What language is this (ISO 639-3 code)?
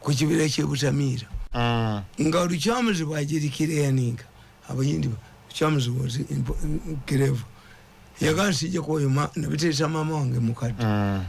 lug